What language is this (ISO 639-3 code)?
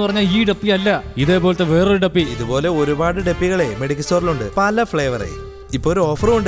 mal